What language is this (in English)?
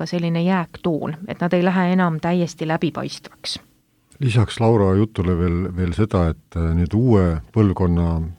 Estonian